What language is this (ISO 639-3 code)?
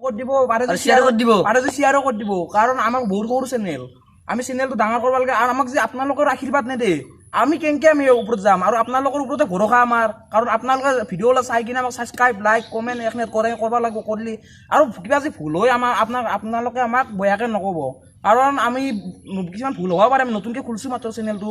asm